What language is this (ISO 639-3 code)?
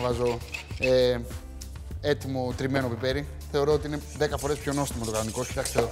ell